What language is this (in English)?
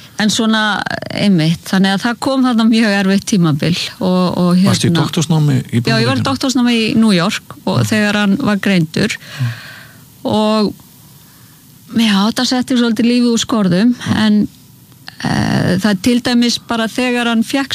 Icelandic